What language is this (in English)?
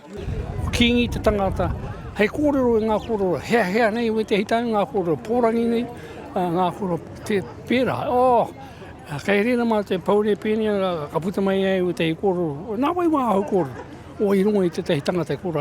Māori